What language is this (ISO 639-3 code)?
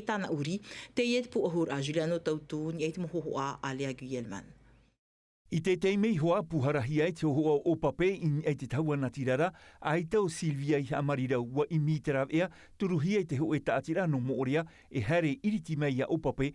tah